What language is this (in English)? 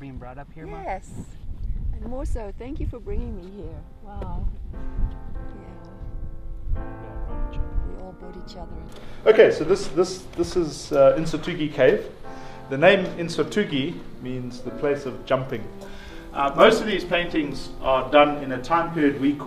English